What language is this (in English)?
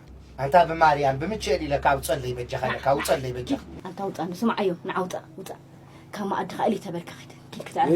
Tigrinya